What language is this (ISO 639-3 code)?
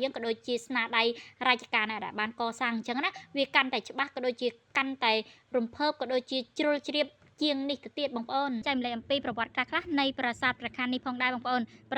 khm